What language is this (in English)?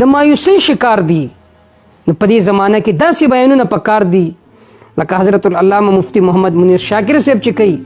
Pashto